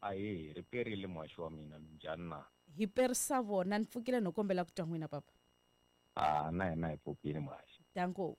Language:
Tsonga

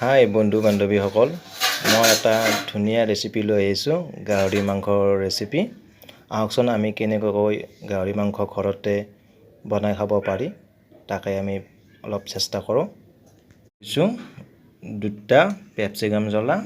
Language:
Assamese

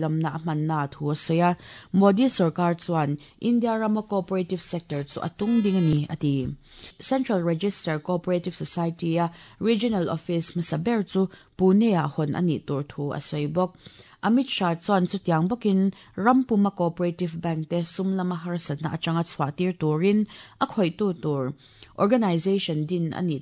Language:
Mizo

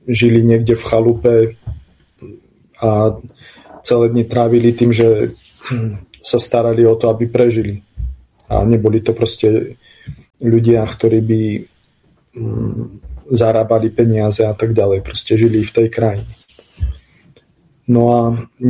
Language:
Slovak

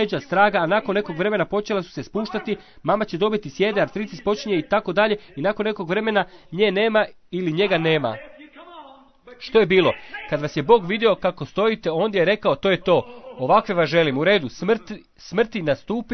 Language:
Croatian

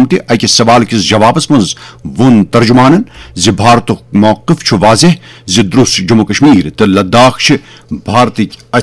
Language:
Kashmiri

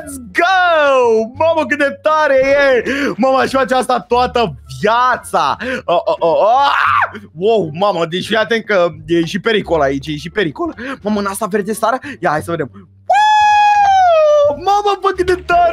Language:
Romanian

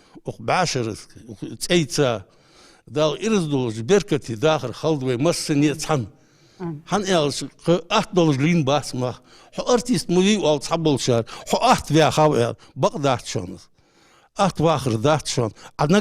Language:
Ingush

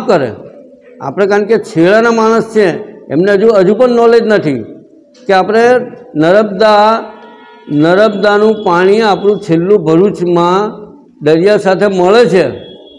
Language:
Gujarati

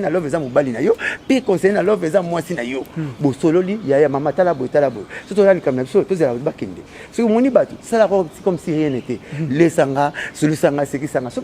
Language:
Lingala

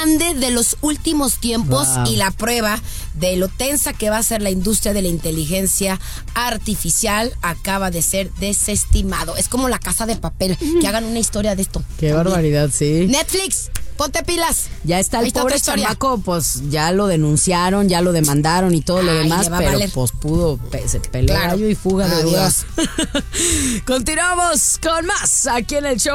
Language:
Spanish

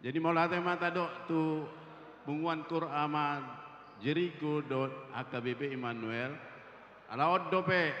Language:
Batak Toba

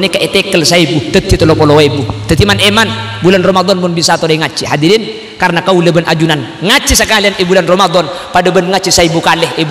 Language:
Madurese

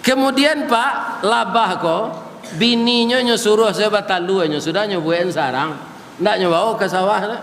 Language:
Minangkabau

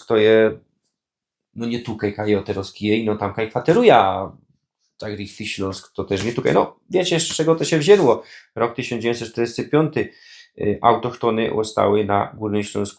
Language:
Silesian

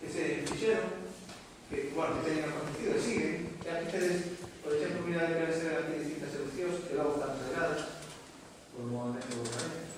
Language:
Galician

